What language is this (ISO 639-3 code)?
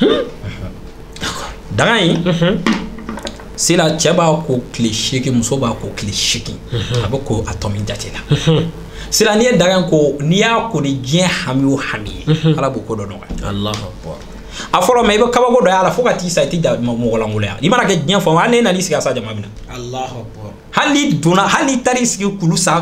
bam